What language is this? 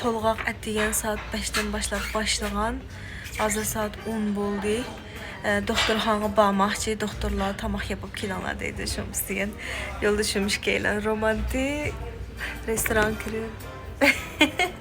Uyghur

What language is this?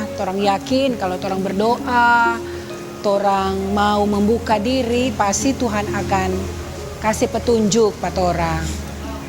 Manado Malay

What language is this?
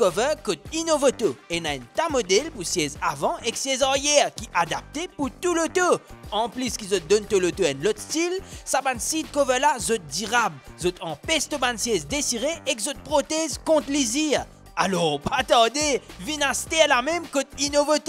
Morisyen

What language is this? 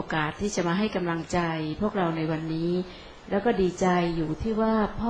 Thai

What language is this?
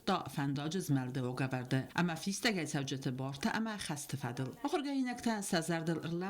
Ossetic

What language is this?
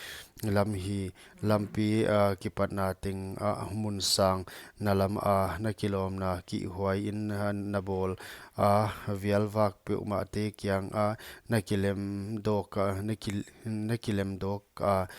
Paite Chin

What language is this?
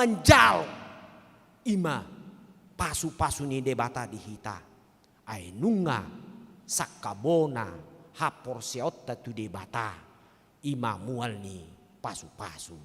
Batak Toba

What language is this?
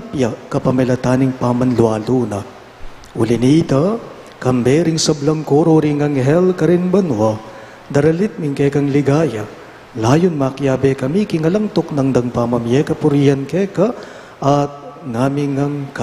Pampanga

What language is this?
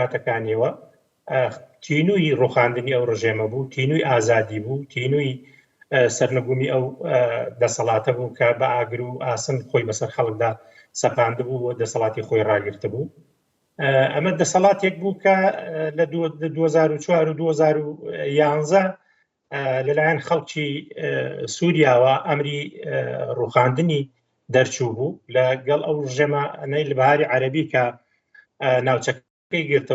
Central Kurdish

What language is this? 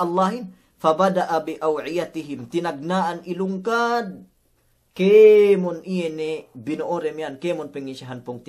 Yakan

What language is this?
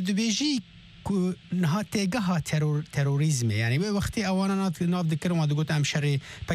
Kurdish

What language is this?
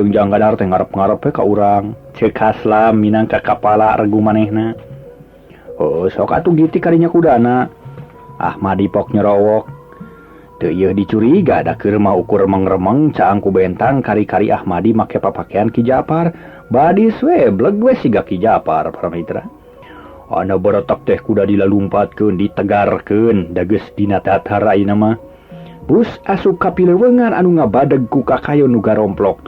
Sundanese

